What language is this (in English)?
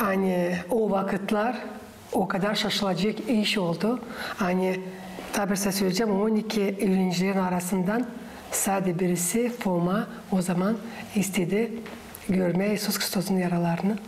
Gagauz